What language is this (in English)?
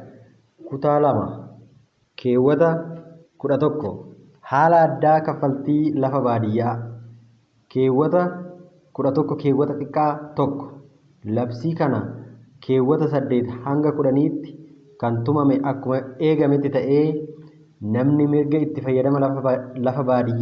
Oromo